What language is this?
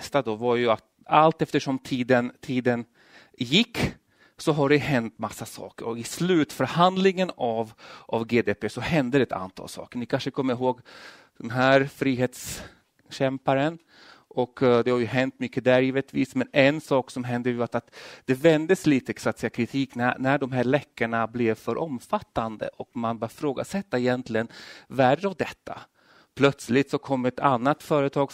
Swedish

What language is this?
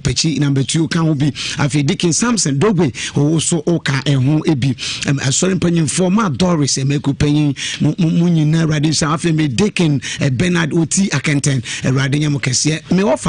Akan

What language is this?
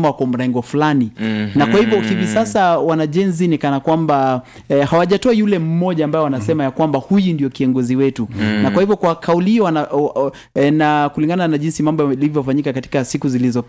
Swahili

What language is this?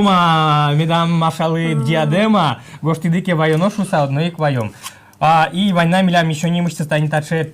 Udmurt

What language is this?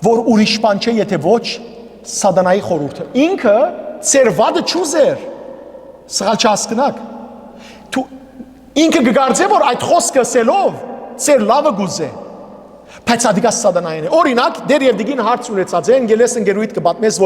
Western Armenian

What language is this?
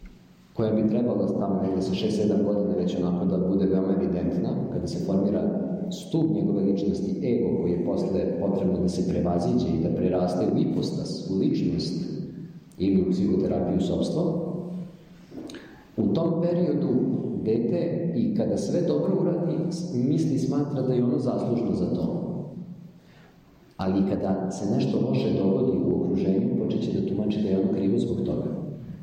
Serbian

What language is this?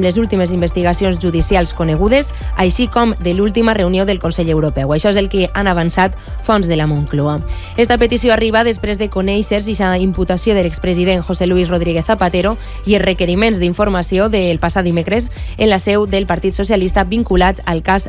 Catalan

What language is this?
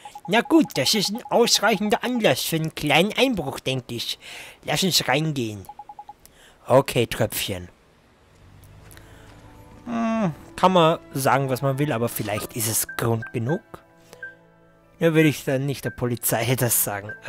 German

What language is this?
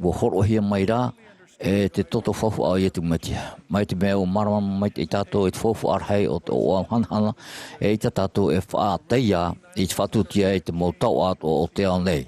Tahitian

